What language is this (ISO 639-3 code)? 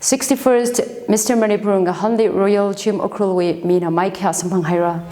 nmf